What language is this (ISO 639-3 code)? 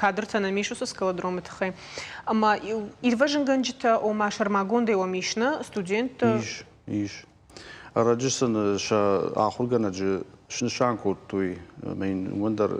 oss